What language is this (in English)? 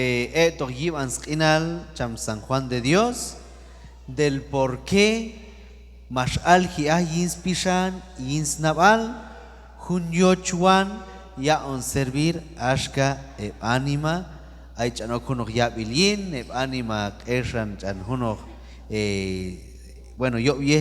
Q'anjob'al